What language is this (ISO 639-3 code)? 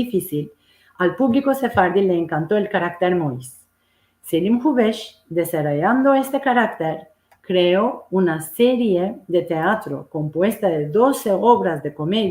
lad